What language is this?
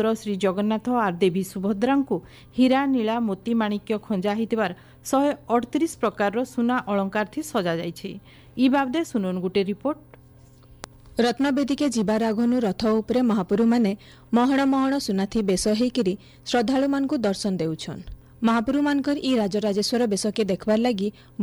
Odia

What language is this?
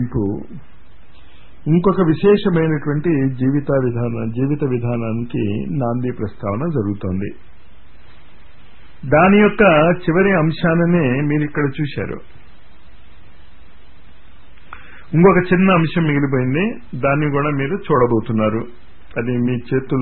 Telugu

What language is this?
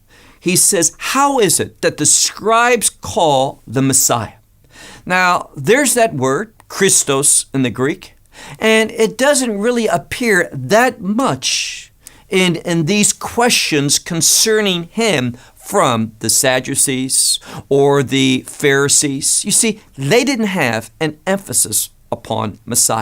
English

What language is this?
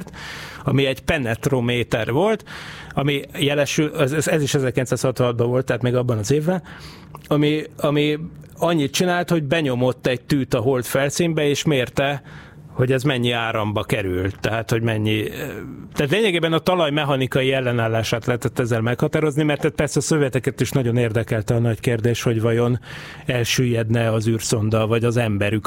Hungarian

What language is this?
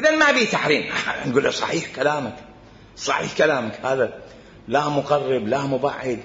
Mesopotamian Arabic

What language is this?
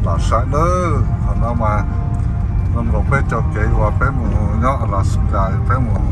Hmong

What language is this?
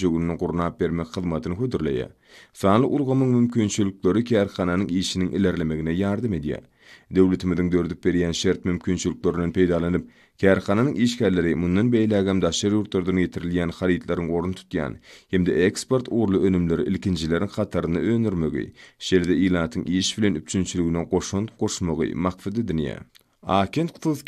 Turkmen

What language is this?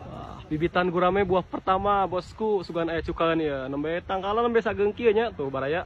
Sundanese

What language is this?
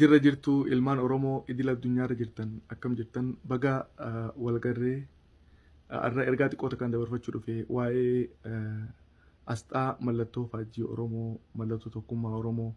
Oromo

